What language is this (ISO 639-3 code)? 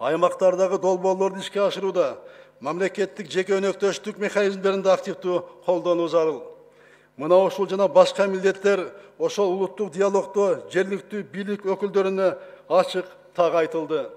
kir